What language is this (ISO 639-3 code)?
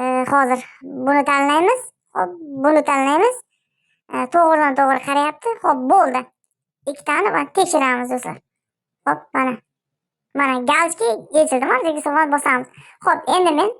uzb